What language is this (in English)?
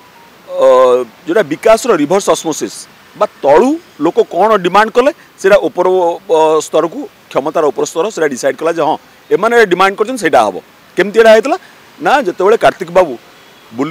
Odia